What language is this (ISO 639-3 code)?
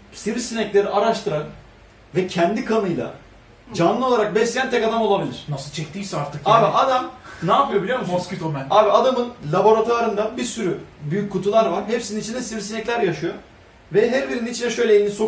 tur